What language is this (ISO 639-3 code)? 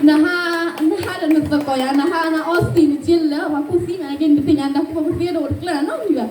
ksw